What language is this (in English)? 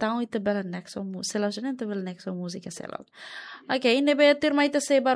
Tetum